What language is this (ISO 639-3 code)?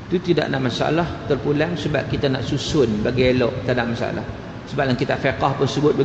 msa